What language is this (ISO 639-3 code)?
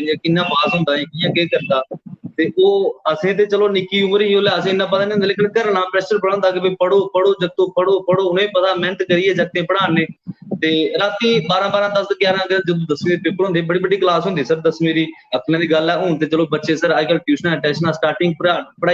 doi